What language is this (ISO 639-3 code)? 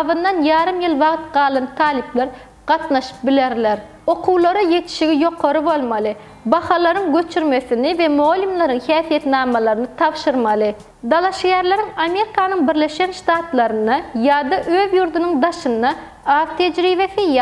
tuk